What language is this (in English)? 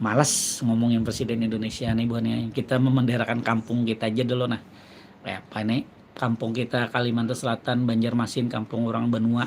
Banjar